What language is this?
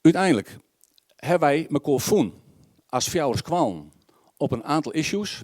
Western Frisian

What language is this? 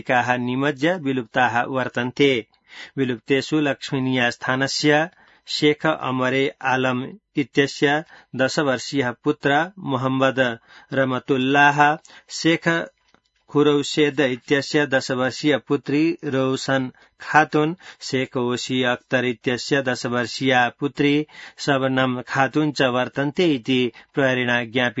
Sanskrit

